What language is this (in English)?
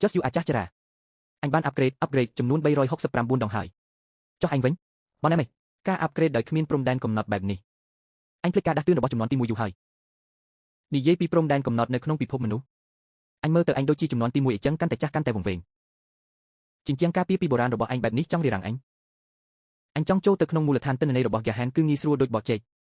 Khmer